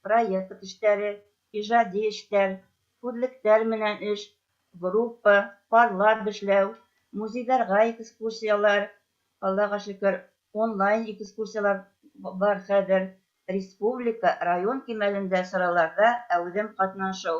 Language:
Bashkir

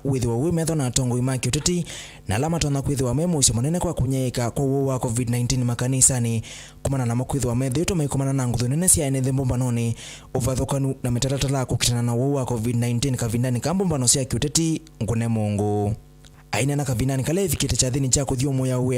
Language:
Kamba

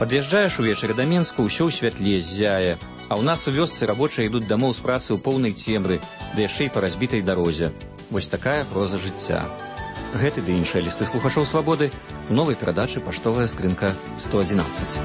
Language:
Belarusian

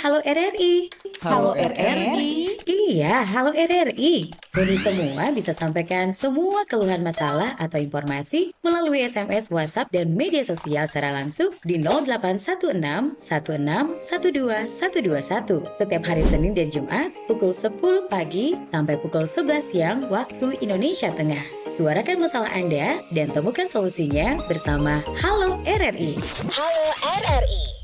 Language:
Manado Malay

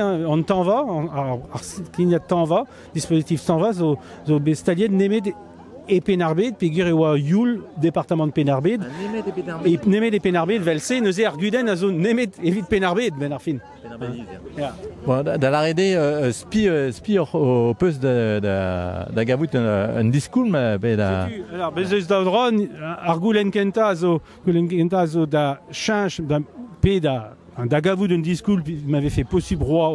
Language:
Breton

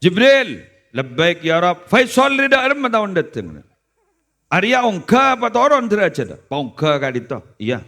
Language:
Madurese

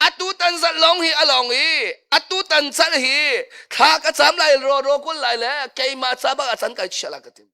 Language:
Hakha Chin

